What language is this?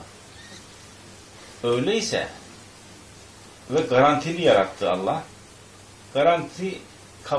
Turkish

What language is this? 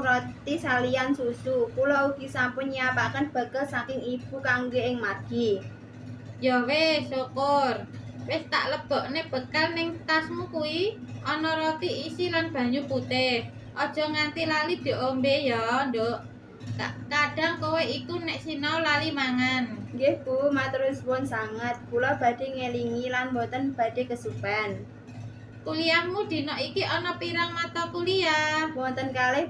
Javanese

